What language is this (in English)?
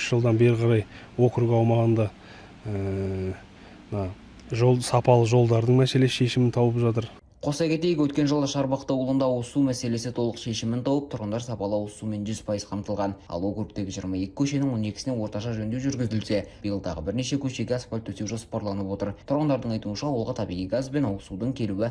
Kazakh